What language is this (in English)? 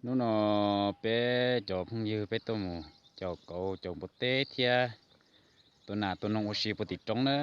Hmong